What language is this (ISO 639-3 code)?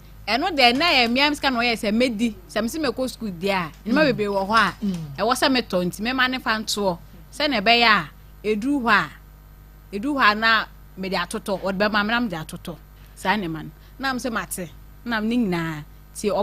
aka